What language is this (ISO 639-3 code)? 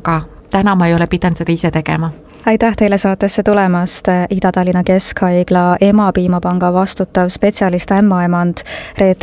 est